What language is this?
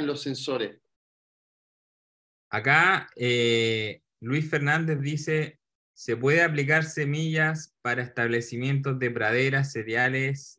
Spanish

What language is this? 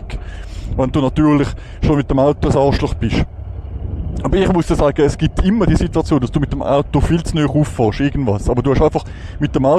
Swiss German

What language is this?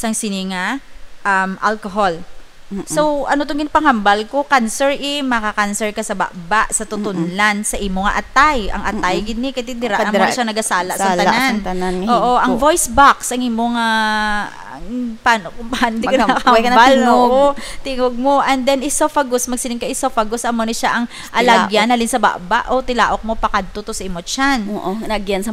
Hiligaynon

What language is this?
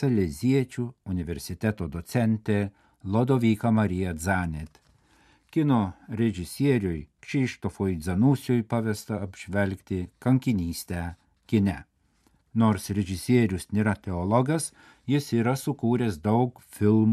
Lithuanian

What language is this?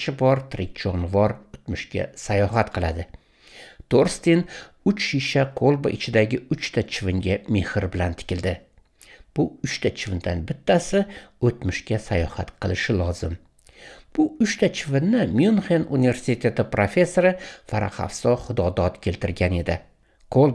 Uzbek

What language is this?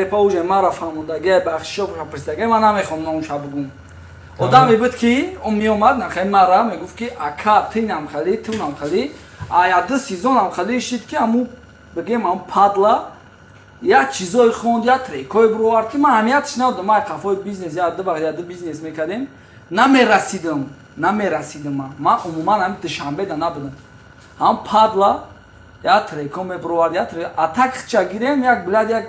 Tajik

